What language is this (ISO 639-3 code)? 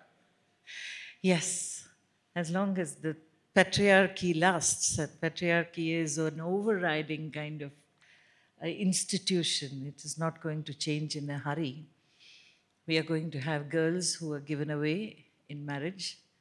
eng